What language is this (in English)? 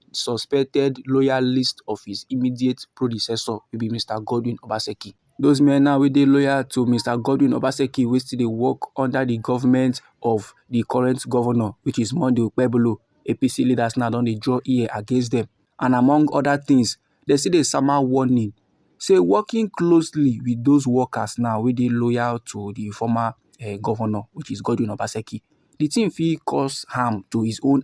Nigerian Pidgin